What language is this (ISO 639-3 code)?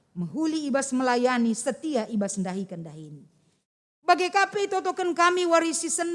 btx